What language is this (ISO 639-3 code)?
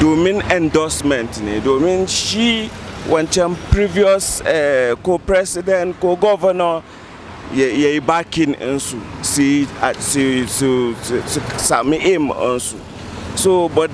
hau